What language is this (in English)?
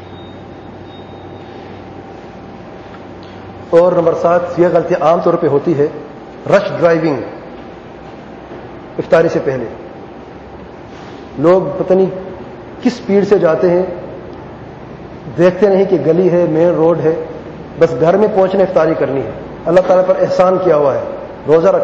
Urdu